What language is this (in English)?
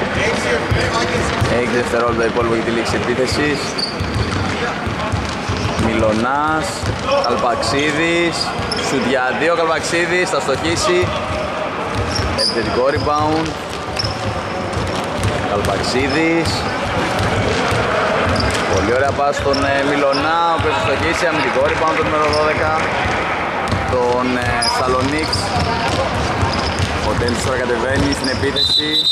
Greek